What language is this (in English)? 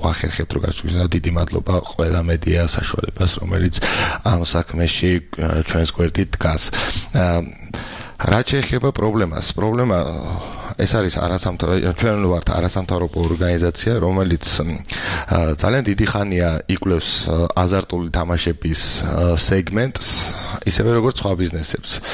Georgian